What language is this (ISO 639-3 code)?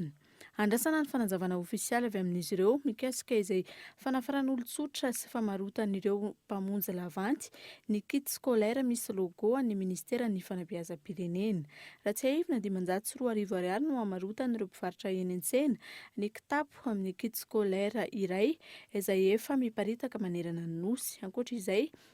mlg